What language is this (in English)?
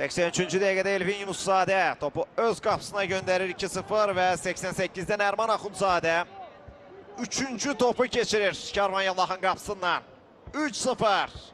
Azerbaijani